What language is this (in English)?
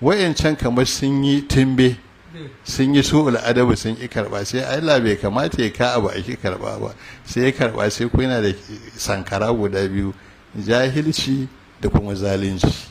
Hausa